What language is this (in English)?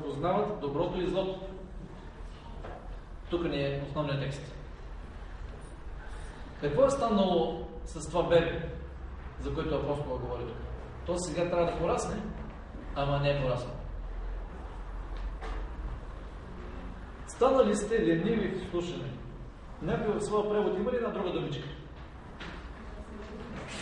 Bulgarian